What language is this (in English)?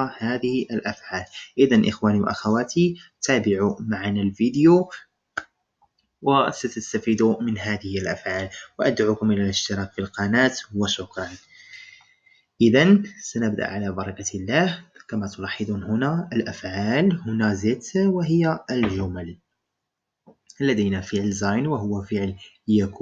Arabic